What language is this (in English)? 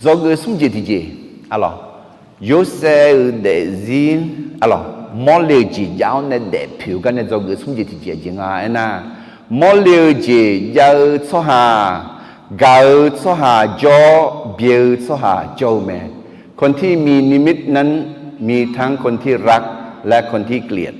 Akha